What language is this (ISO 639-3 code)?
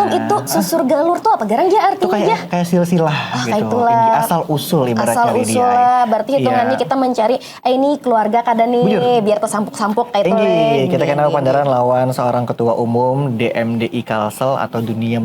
bjn